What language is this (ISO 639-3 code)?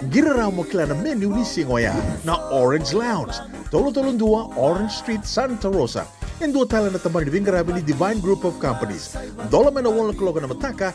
fij